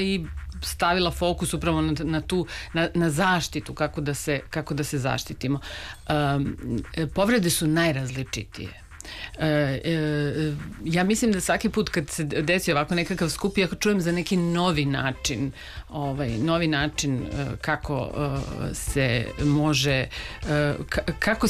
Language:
Serbian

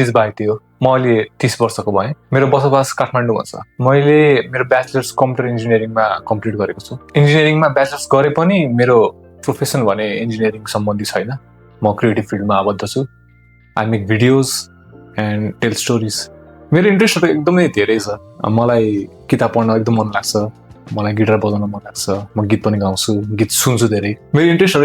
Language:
Nepali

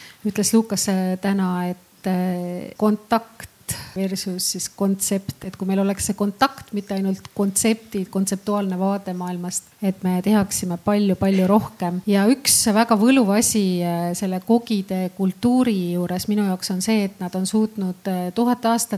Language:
Estonian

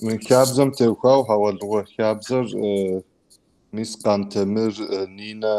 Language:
Kabardian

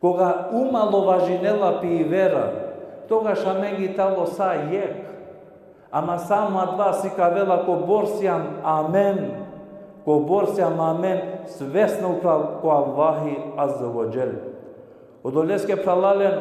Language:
Balkan Romani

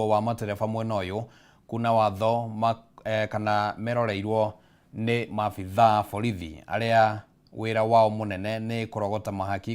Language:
Kikuyu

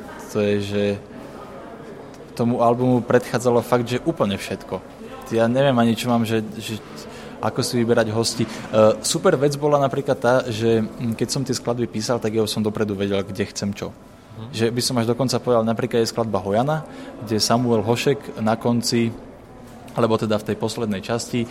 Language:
Slovak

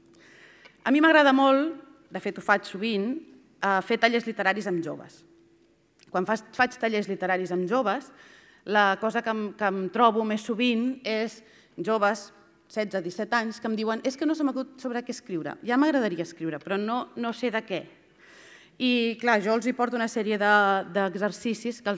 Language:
Catalan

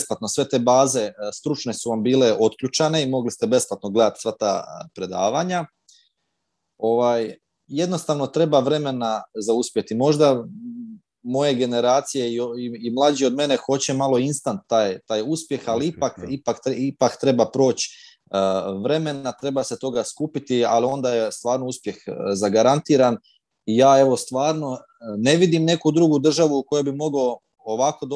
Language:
Croatian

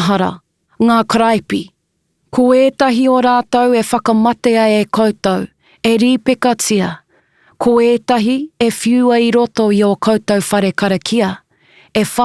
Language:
Māori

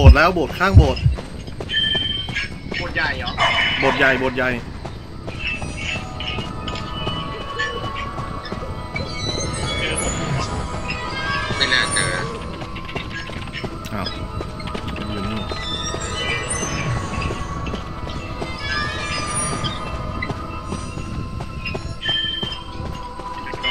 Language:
Thai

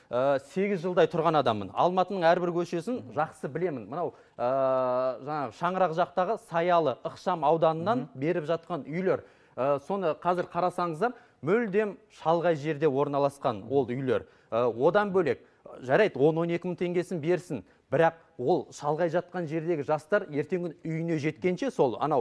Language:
Kazakh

